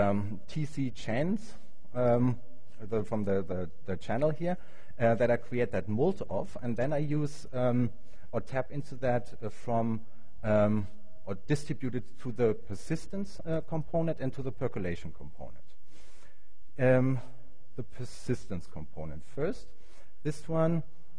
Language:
English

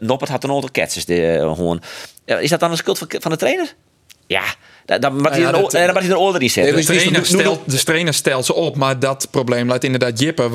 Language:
Western Frisian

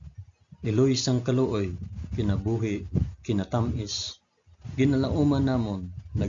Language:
Hiligaynon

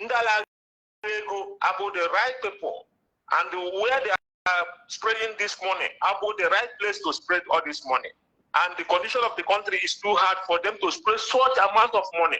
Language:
Igbo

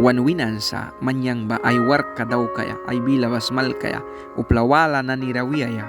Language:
Mískito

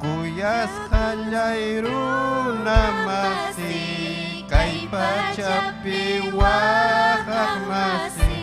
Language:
Ayacucho Quechua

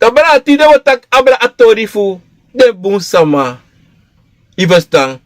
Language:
Sranan Tongo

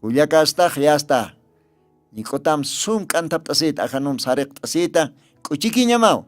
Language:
Aymara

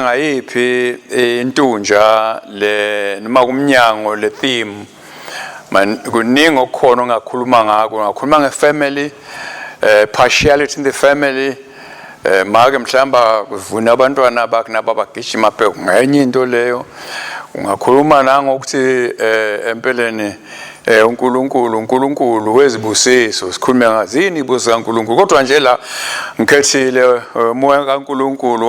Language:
Swati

